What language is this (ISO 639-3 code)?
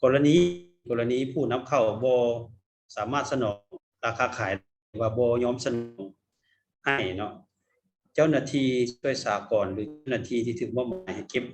lao